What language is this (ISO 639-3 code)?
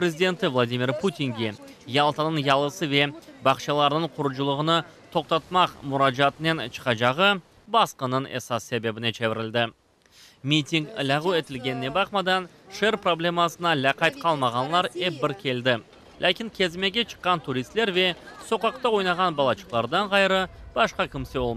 crh